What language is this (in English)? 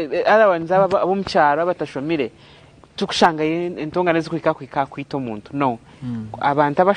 Nyankole